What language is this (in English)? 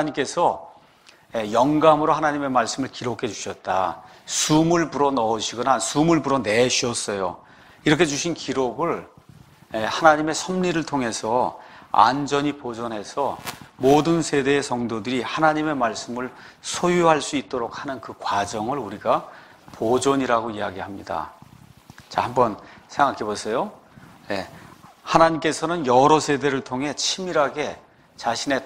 Korean